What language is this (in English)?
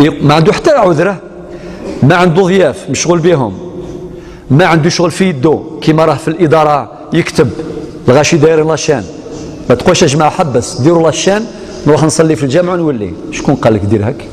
Algerian Arabic